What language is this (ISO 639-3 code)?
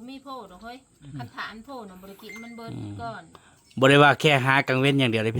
tts